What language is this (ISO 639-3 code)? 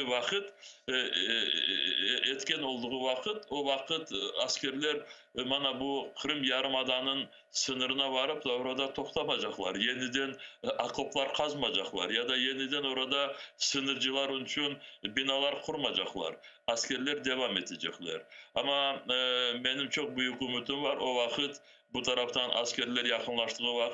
crh